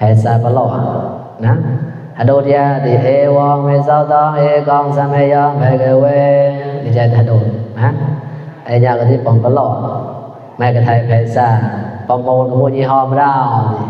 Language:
Mon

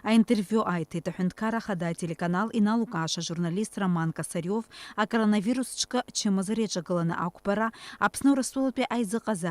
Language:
Abkhazian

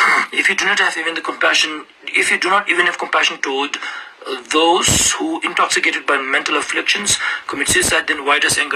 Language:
Ladakhi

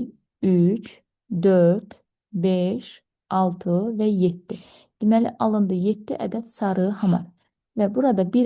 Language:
Azerbaijani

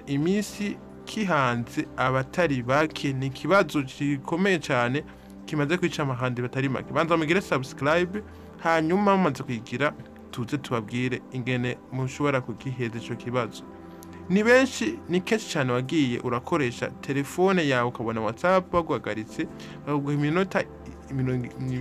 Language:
Rundi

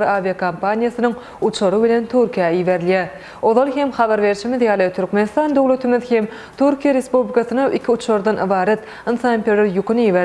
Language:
Turkmen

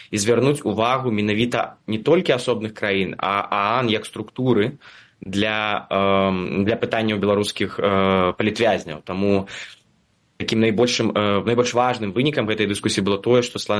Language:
Belarusian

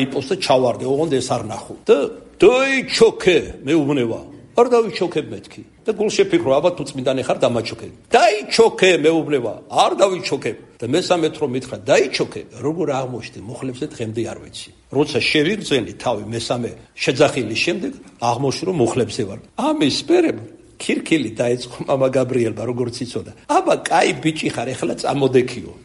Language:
Georgian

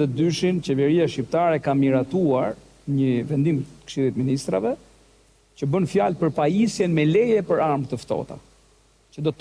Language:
Albanian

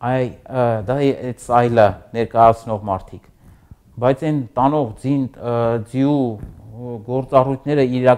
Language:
Armenian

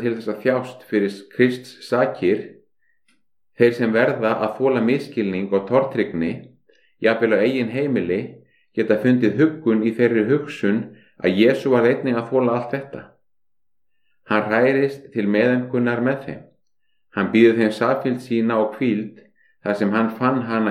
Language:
Icelandic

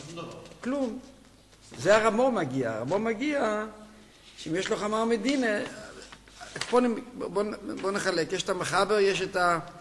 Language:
Hebrew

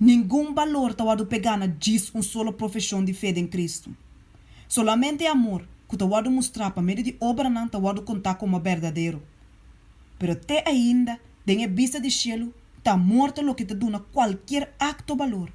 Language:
Papiamento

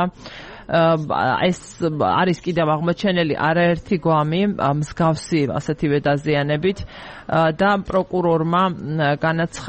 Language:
Georgian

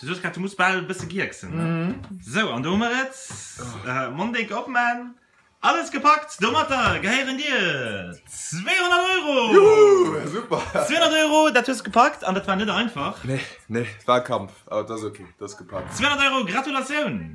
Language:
Luxembourgish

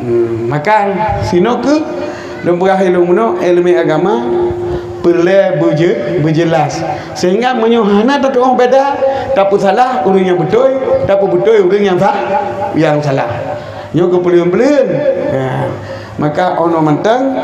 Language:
Achinese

